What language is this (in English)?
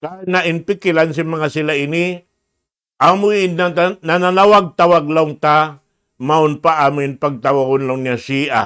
Tausug